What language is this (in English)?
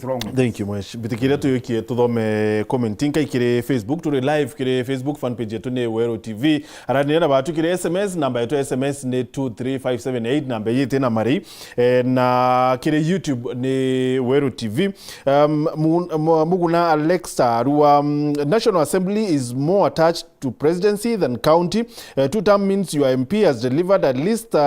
Meru